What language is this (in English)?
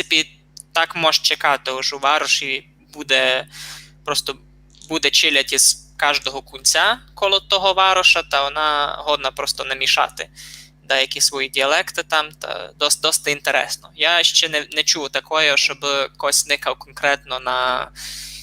Rusyn